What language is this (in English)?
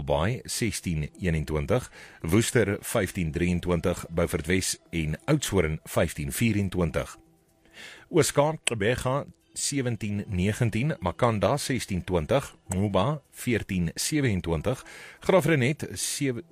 Afrikaans